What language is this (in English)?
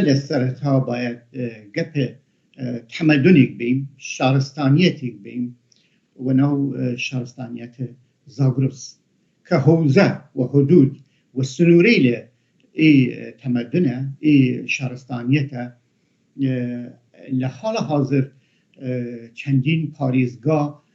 Kurdish